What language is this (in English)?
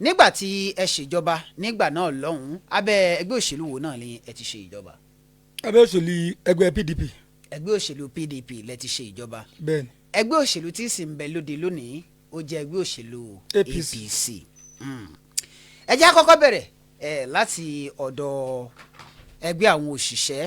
Yoruba